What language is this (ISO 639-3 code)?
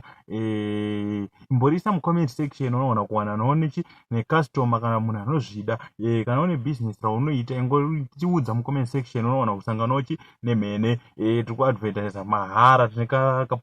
sna